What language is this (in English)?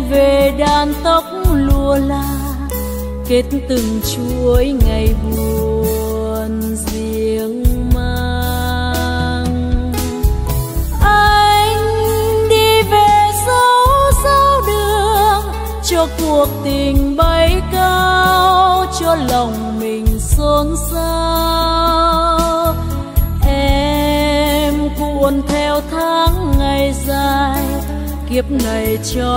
Vietnamese